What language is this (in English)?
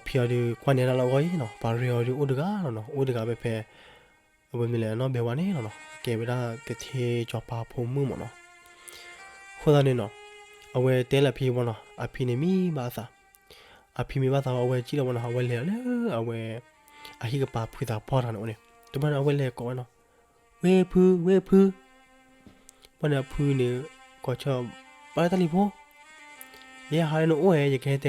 S'gaw Karen